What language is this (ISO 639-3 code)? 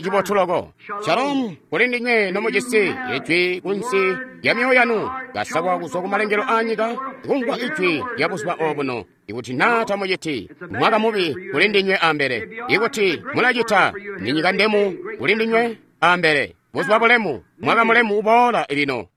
toi